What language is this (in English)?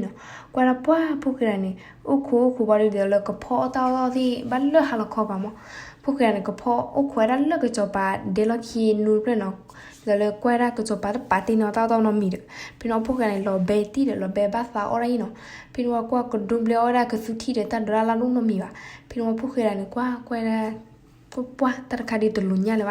S'gaw Karen